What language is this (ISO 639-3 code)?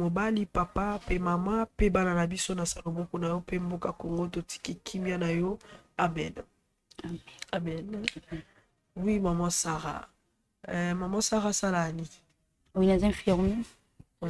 lin